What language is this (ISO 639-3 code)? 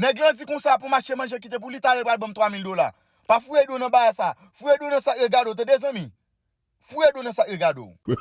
hat